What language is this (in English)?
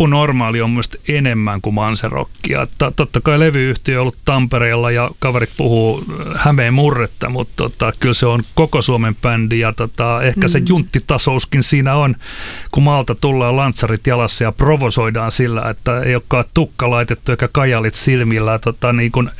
Finnish